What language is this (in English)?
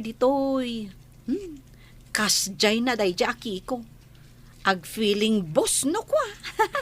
Iloko